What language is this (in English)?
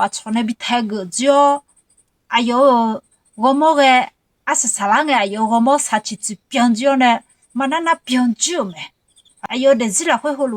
Akha